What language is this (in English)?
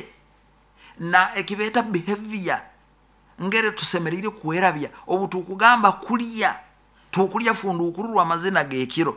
Nyoro